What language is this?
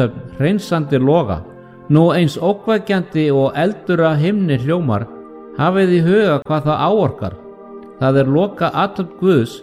Icelandic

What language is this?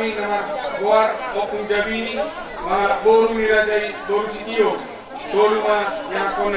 Batak Toba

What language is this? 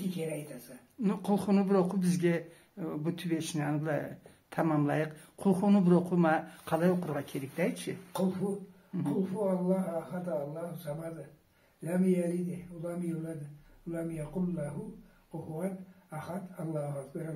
Karachay-Balkar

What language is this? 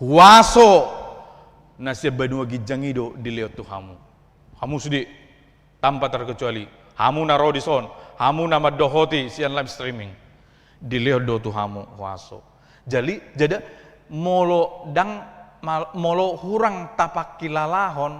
Batak Toba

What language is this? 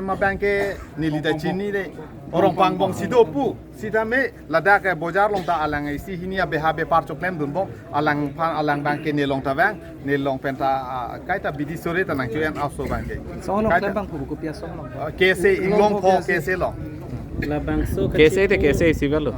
Karbi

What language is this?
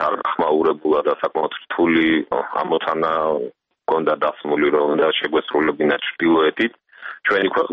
Georgian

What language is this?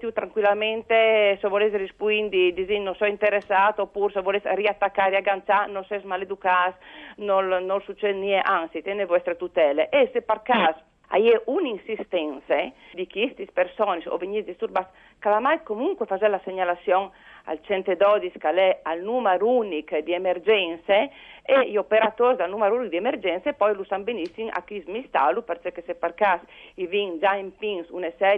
Friulian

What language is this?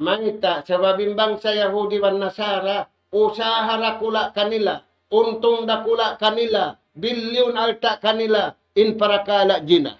Tausug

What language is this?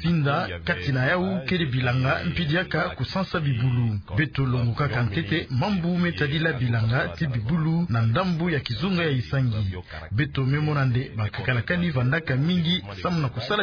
Kituba (Democratic Republic of Congo)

